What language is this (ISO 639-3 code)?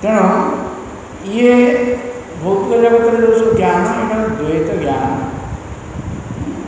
ori